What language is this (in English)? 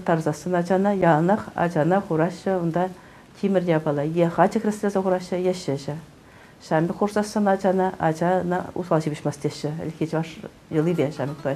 Chuvash